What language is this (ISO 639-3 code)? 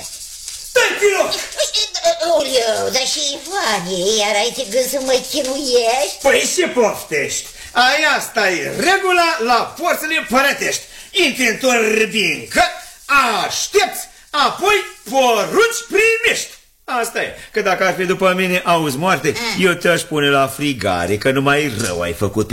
ron